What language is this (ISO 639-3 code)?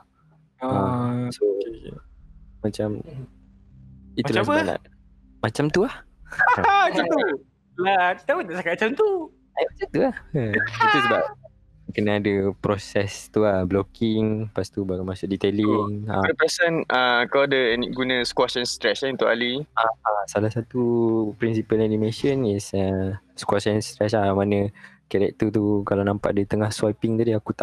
msa